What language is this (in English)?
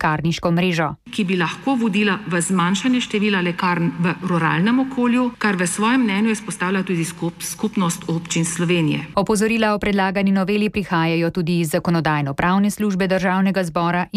Slovenian